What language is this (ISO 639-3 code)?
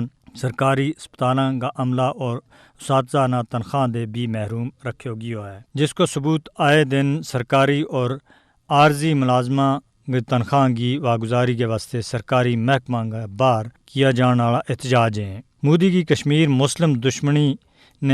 gju